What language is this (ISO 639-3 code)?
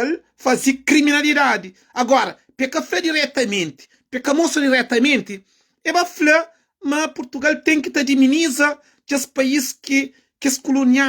kea